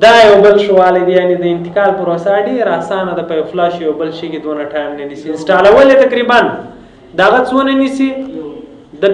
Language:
Pashto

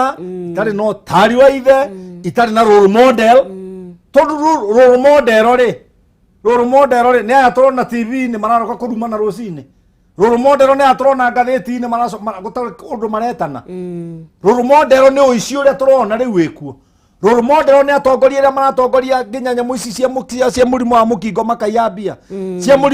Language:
Kikuyu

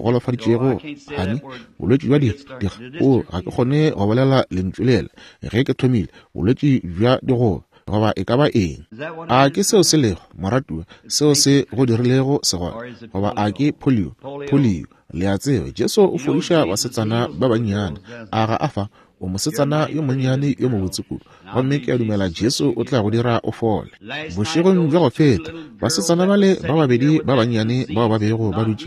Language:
Northern Sotho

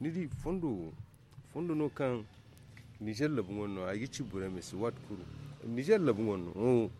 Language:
Zarma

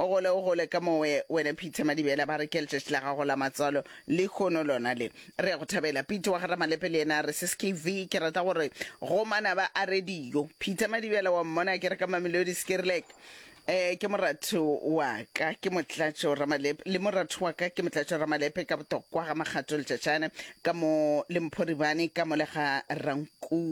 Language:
Northern Sotho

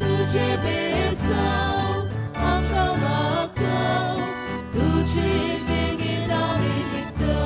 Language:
Konkani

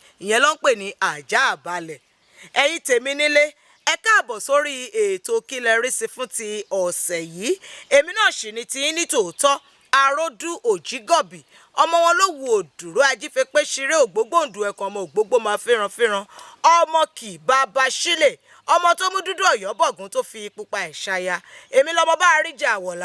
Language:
Yoruba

